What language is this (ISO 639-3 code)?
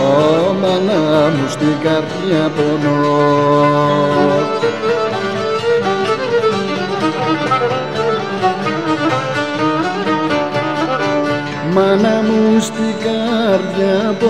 ell